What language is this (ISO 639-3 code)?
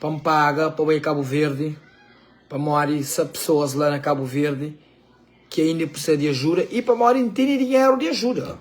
kea